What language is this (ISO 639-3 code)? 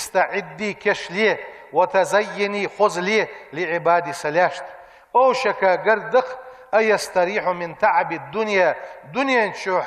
inh